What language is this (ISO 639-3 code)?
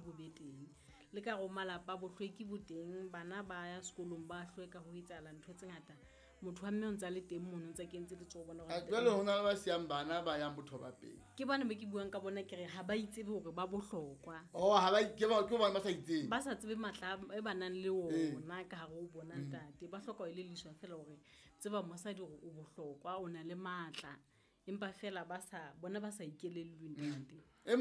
sot